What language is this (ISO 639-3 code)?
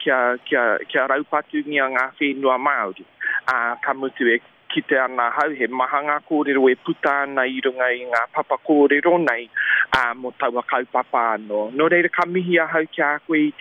mri